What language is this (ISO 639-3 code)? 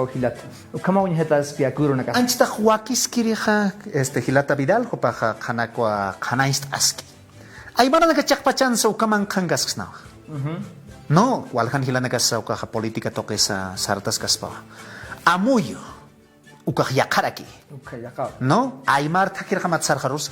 aym